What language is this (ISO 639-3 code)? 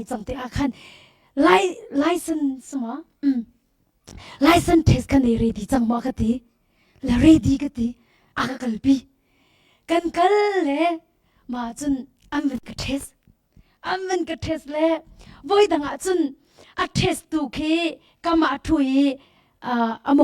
cnh